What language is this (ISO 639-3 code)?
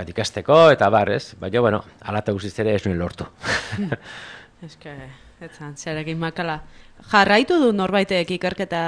eus